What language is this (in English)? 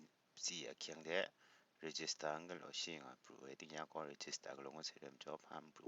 Kachin